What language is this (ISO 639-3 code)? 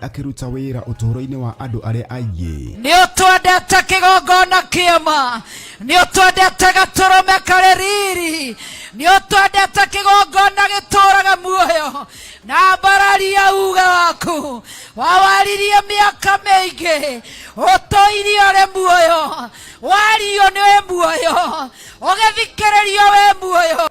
kik